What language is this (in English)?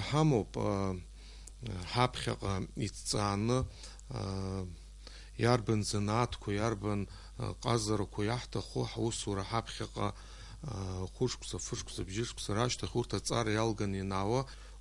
Abkhazian